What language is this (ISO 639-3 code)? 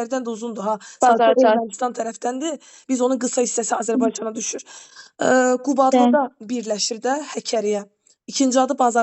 aze